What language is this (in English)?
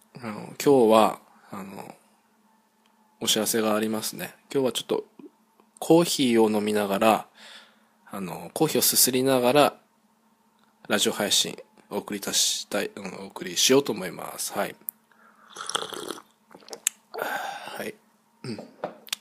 Japanese